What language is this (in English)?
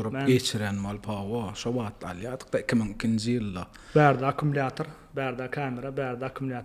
Turkmen